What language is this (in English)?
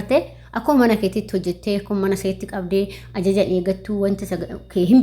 Oromo